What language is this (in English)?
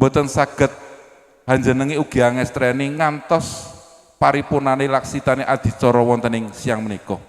Javanese